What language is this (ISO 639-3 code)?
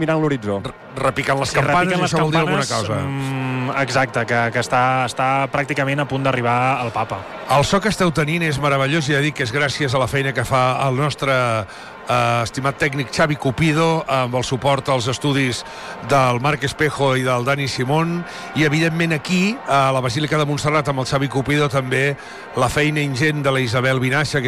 cat